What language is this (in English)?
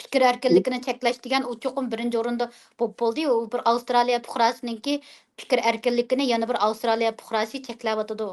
Uyghur